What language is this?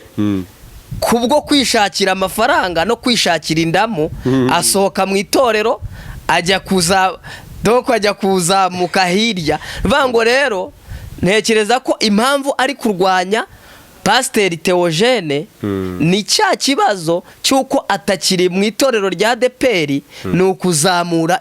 Kinyarwanda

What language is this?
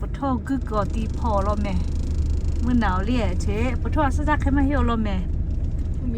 Lahu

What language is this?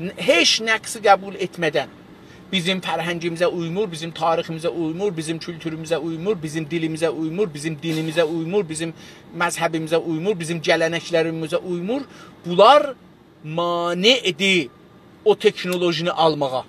South Azerbaijani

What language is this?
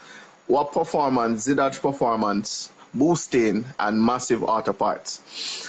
Jamaican Creole English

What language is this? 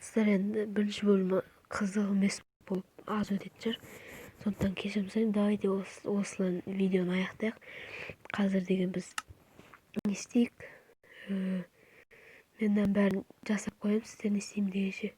Kazakh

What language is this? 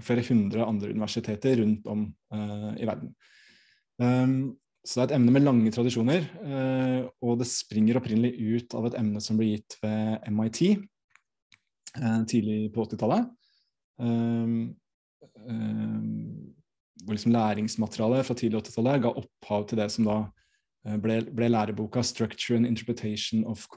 Norwegian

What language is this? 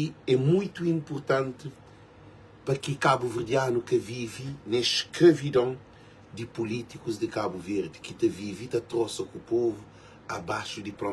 Kabuverdianu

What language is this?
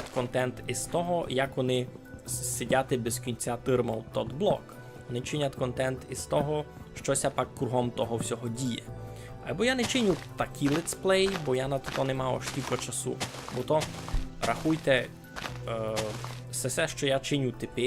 Rusyn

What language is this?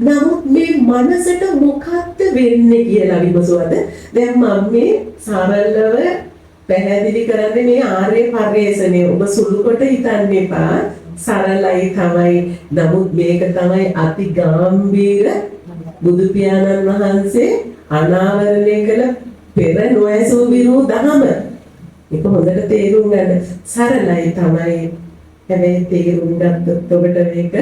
Sinhala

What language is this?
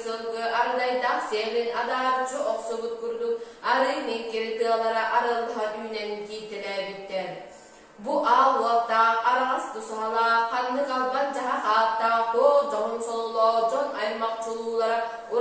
Yakut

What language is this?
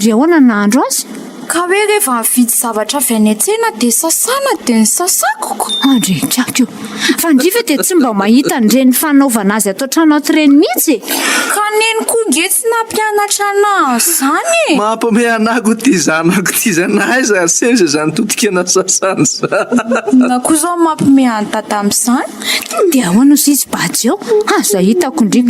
Malagasy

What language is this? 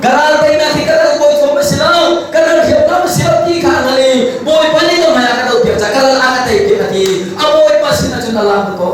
Hakha Chin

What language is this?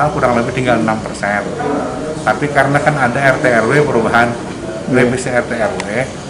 Banjar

